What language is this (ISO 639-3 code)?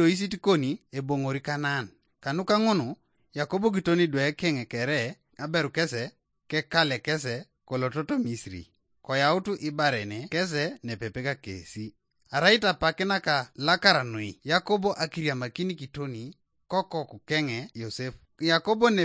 teo